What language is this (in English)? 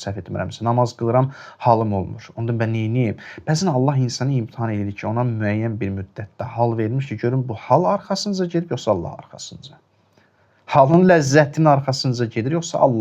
Azerbaijani